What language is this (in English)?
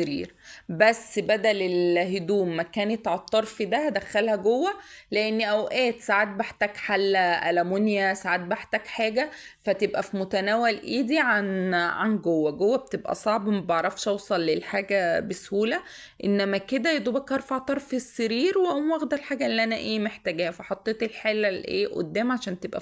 Egyptian Arabic